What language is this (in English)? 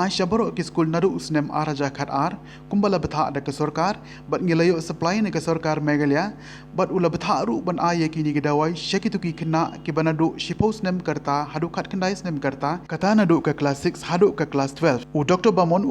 Khasi